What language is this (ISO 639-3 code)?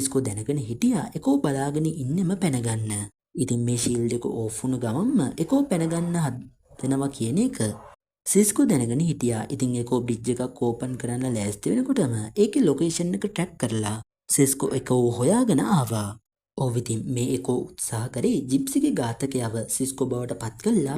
sin